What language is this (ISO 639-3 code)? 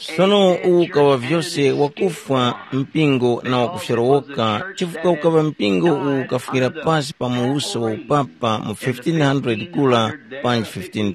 tum